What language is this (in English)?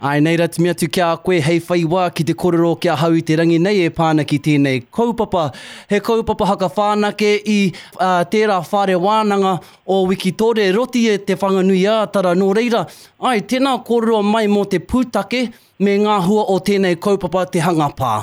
Māori